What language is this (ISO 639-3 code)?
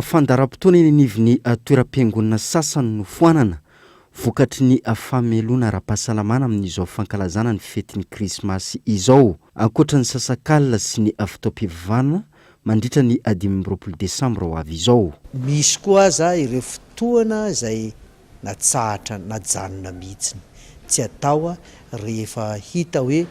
mlg